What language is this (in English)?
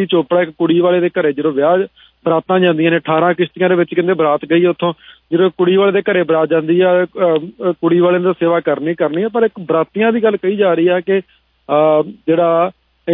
Punjabi